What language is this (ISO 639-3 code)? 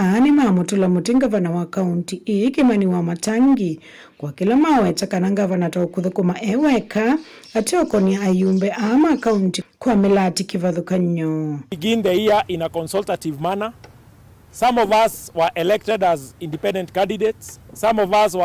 kam